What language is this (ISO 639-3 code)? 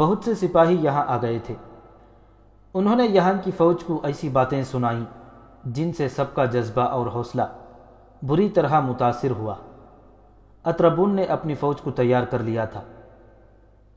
urd